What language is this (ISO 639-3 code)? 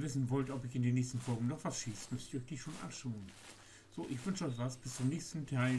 nds